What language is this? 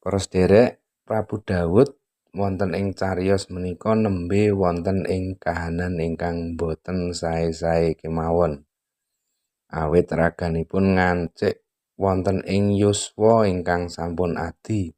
Javanese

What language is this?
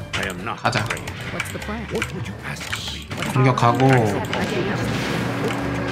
Korean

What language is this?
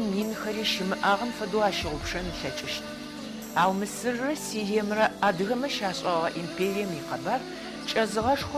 Adyghe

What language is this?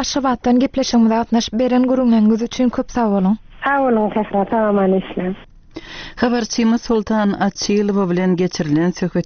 Turkmen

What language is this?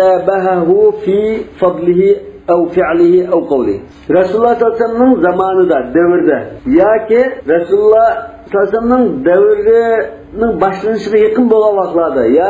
Uyghur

